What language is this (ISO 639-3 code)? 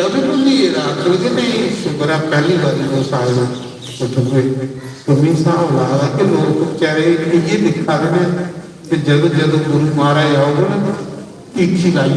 doi